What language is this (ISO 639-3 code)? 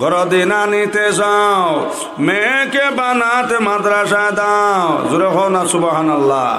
syl